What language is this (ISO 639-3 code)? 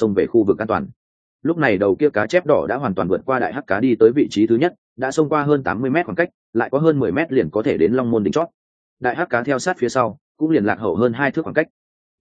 vie